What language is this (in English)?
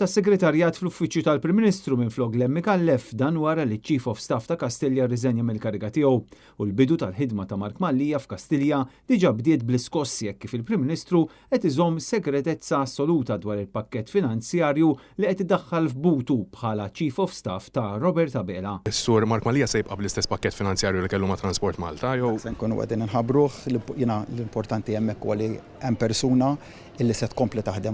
Maltese